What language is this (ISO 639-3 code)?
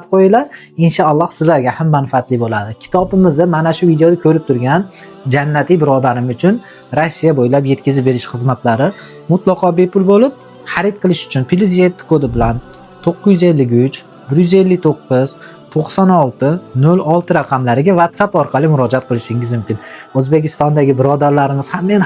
uzb